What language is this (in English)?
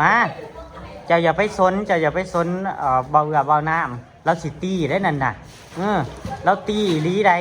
Northeastern Thai